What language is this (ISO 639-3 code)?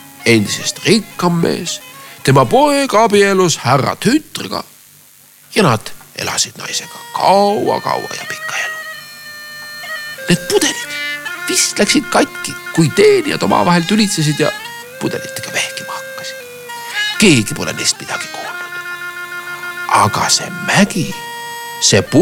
est